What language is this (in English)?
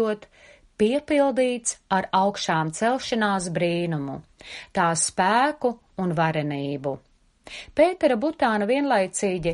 Latvian